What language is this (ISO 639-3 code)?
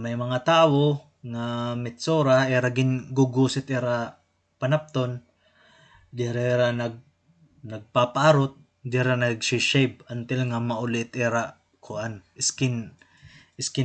war